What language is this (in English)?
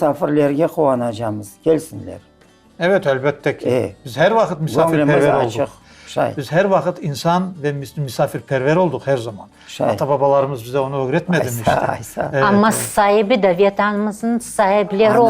Crimean Tatar